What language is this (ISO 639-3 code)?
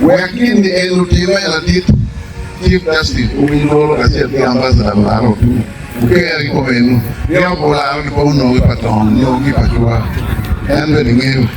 ach